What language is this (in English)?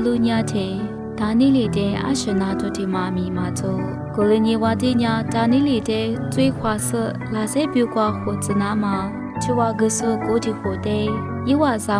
Lisu